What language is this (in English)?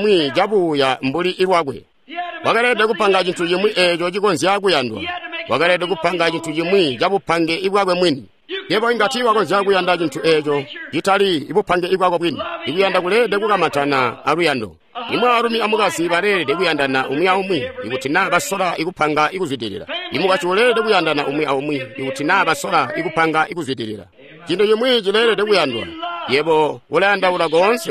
Tonga (Zambia)